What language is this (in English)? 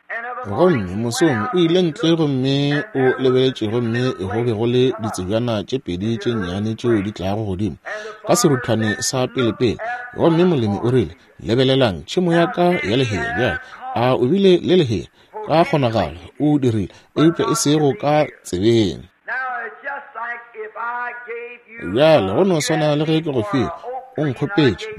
Northern Sotho